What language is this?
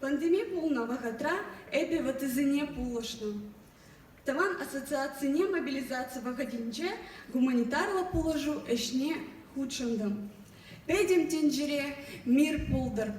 Chuvash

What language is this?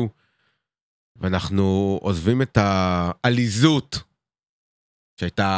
Hebrew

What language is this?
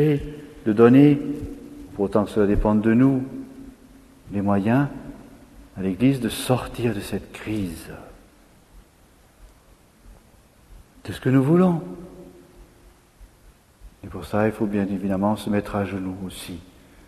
French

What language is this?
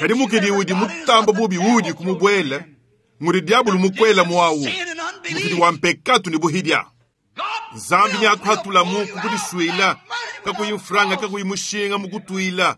Luba-Lulua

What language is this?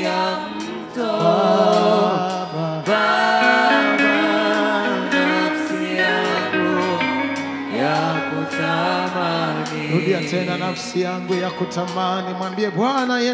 Swahili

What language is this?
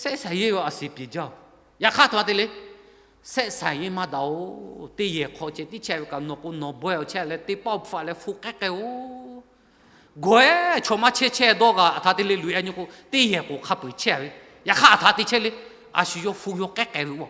Lahu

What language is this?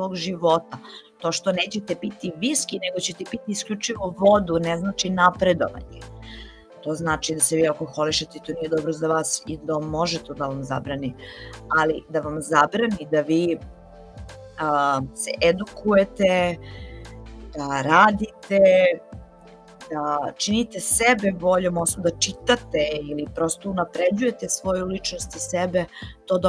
Serbian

